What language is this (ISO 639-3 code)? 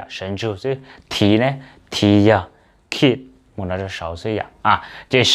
hmn